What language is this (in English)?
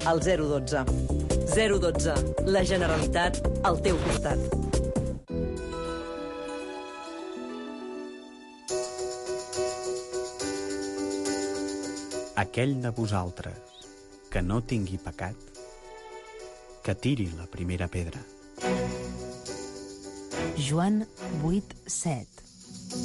Catalan